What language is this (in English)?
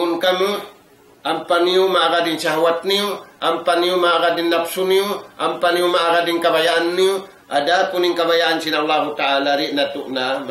Tausug